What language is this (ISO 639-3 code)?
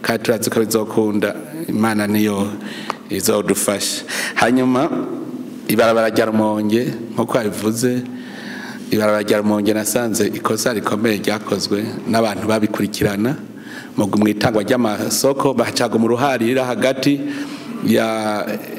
run